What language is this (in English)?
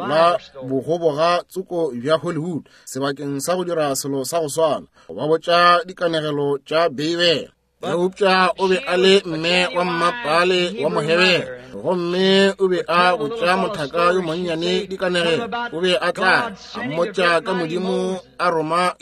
Northern Sotho